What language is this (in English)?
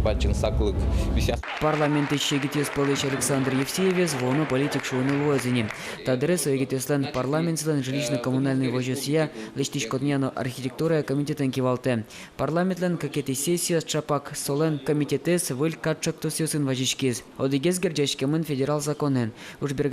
Udmurt